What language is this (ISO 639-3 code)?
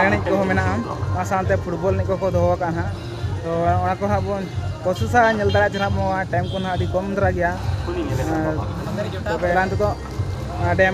sat